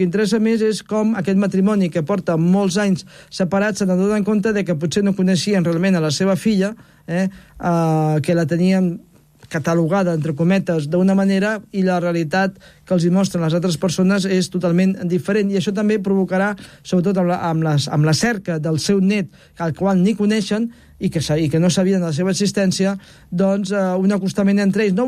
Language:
Catalan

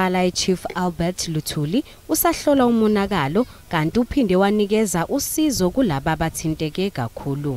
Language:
Zulu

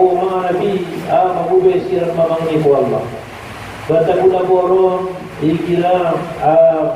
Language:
Maranao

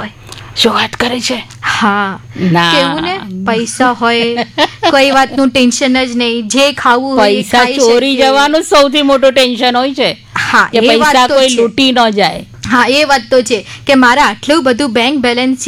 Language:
Gujarati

